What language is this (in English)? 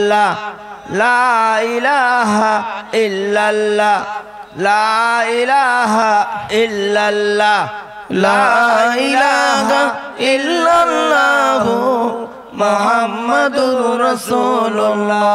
Bangla